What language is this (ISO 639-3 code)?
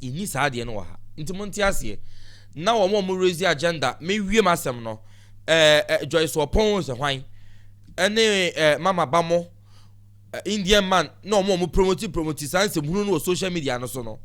aka